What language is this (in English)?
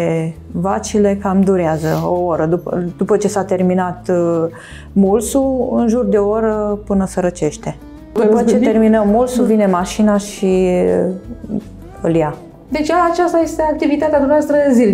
Romanian